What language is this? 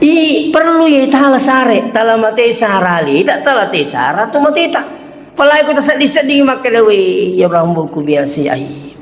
Buginese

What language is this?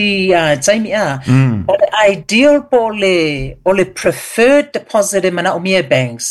Samoan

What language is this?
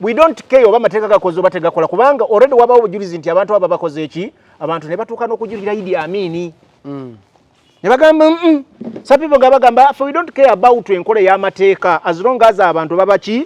Ganda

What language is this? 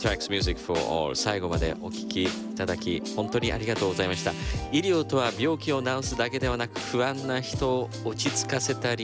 Japanese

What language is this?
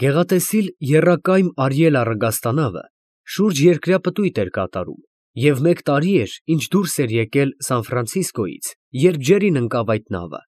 Armenian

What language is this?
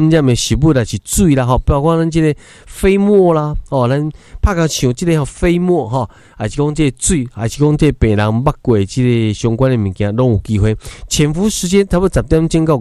Min Nan Chinese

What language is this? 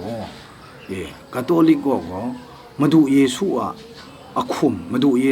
Kachin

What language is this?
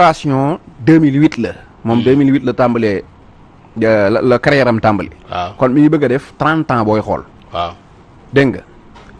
Wolof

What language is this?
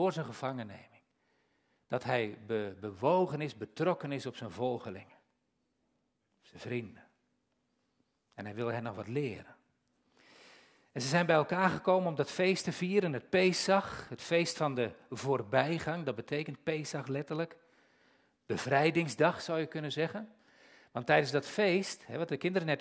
Dutch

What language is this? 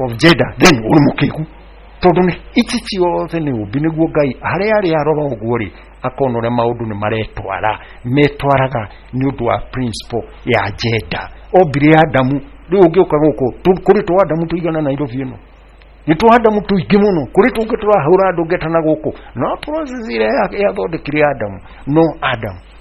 Kikuyu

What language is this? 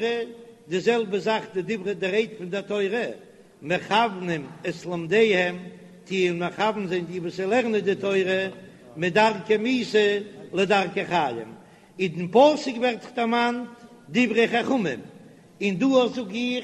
Yiddish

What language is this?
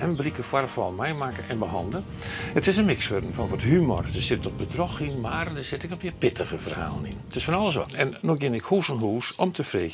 Western Frisian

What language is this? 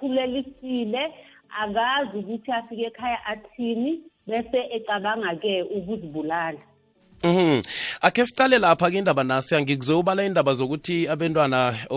South Ndebele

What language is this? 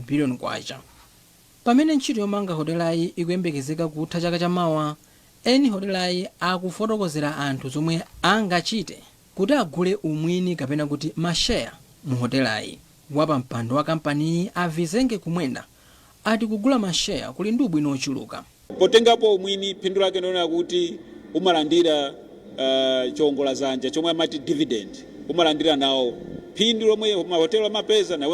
Nyanja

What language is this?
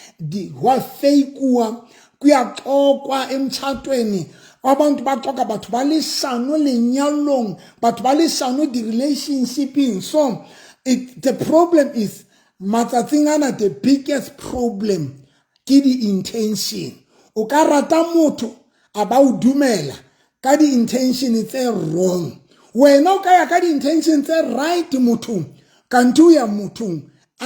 Southern Sotho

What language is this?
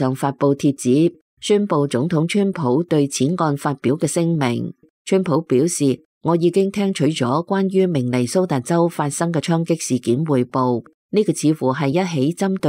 Cantonese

